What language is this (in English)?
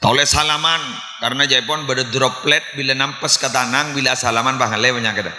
Madurese